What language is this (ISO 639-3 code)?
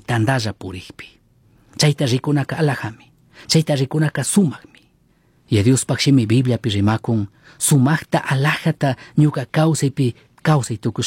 qug